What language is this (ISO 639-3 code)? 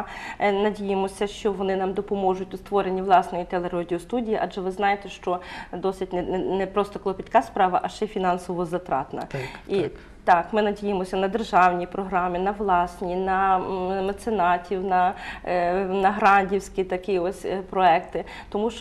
ukr